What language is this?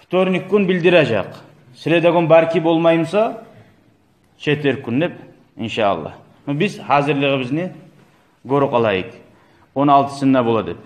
Kumyk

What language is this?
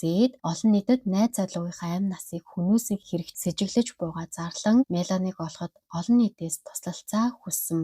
Mongolian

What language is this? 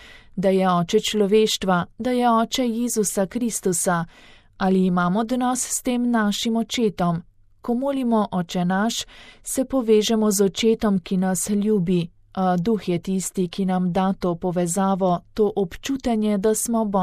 Slovenian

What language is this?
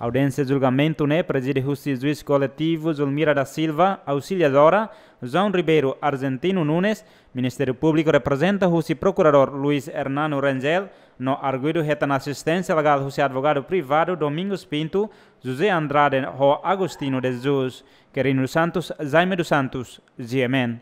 Tetum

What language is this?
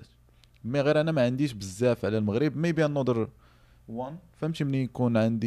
Moroccan Arabic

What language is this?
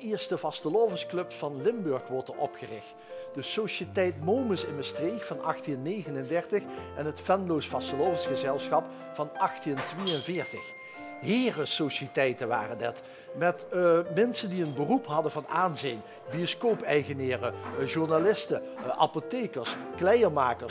Limburgish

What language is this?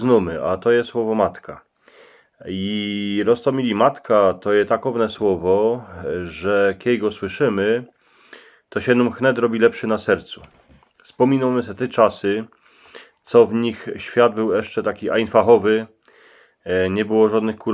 Silesian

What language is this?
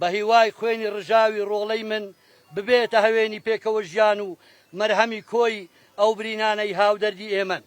Central Kurdish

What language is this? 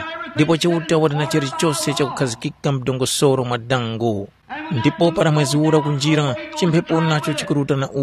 Tumbuka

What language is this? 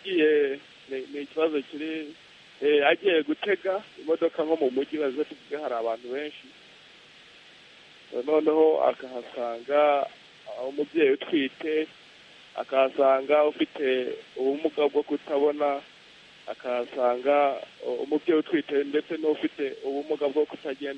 Kinyarwanda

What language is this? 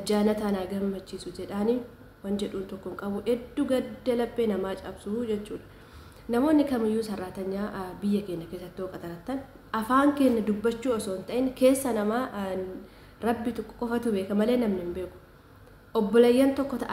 Oromo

